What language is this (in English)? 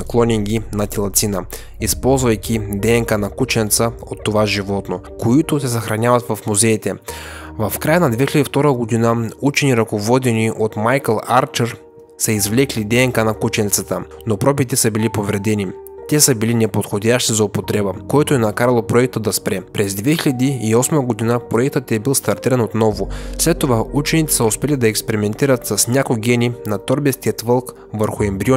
Bulgarian